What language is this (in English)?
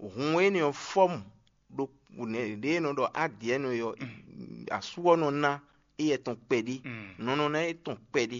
Fon